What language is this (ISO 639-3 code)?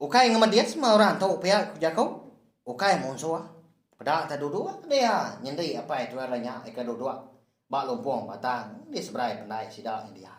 iba